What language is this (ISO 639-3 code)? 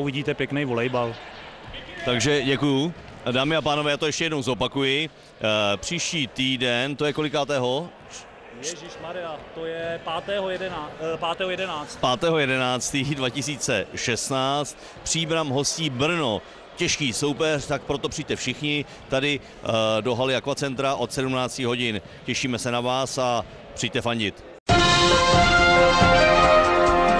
ces